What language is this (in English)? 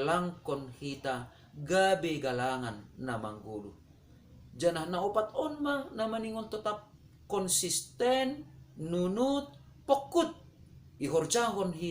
Batak Simalungun